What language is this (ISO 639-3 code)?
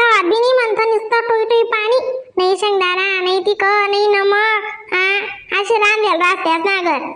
khn